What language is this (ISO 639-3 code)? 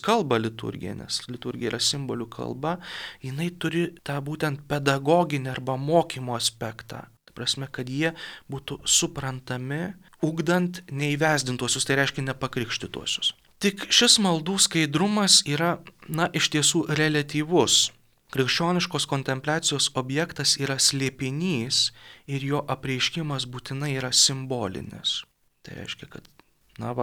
lit